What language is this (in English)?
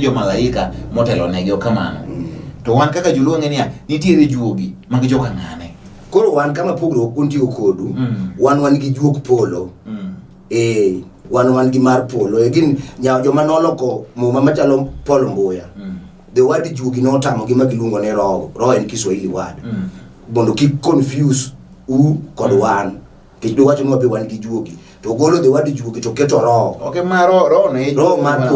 Luo (Kenya and Tanzania)